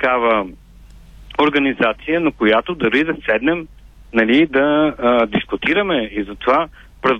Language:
Bulgarian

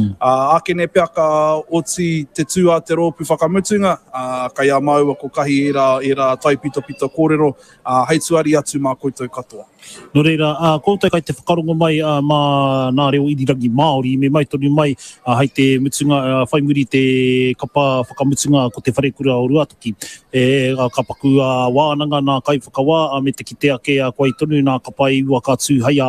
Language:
Māori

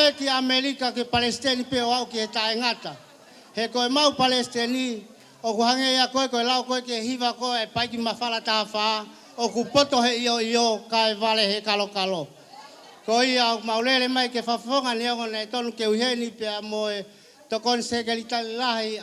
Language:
Tongan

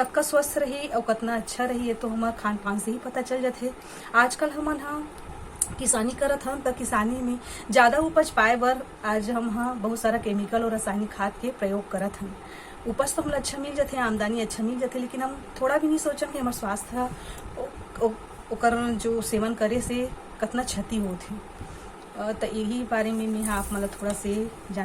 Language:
Chhattisgarhi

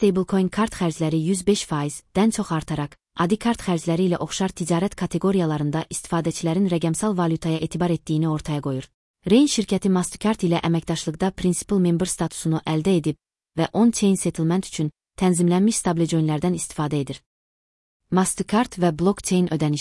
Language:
Azerbaijani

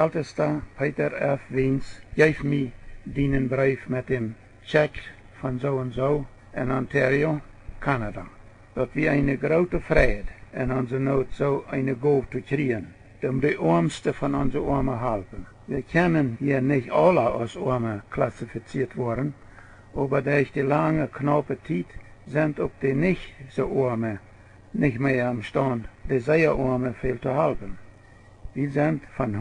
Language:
Plautdietsch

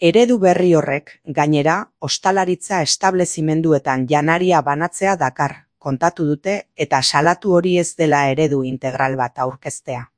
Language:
Basque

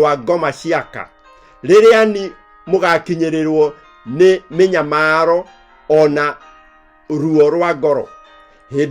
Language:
Kikuyu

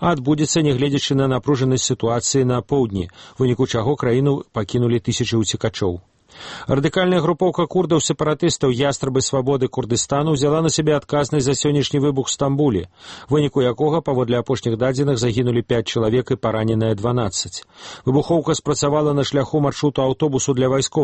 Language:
Belarusian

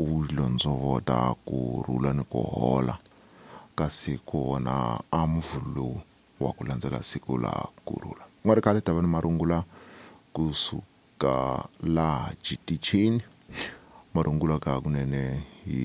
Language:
Tsonga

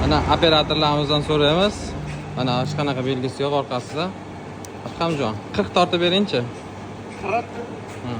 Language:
Uzbek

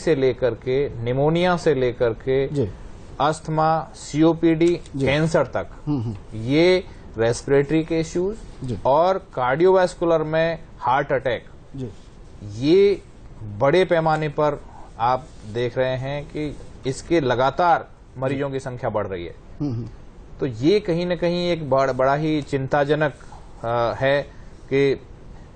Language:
Hindi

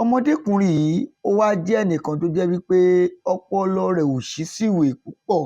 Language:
Yoruba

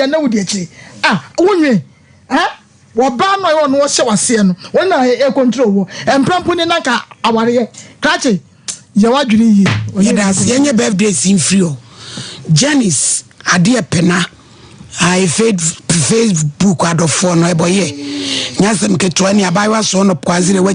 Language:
Akan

